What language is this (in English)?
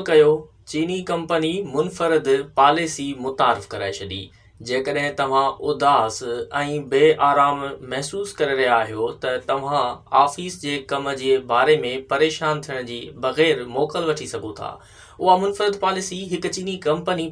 Sindhi